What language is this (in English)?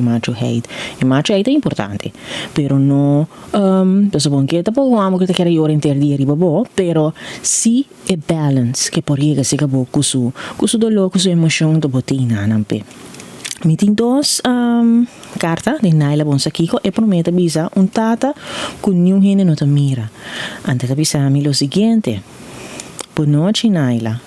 Papiamento